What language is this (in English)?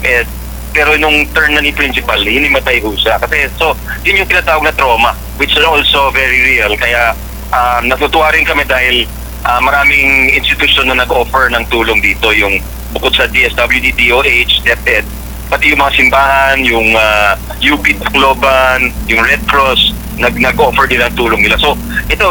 Filipino